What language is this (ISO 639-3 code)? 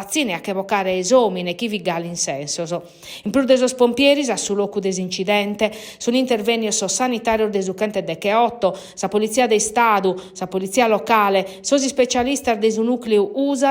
srd